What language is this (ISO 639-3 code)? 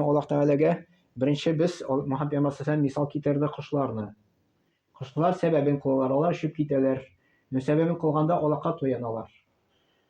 tat